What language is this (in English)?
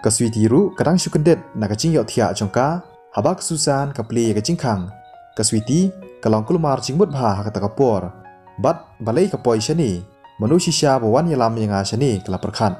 Khasi